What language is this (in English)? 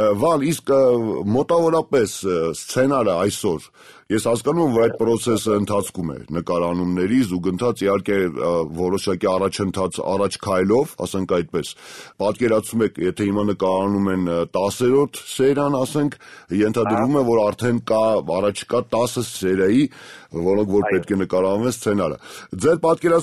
Armenian